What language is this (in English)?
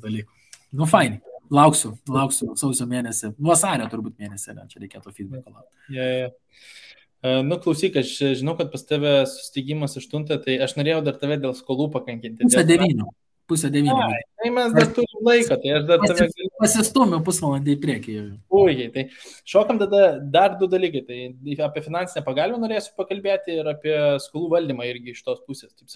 Lithuanian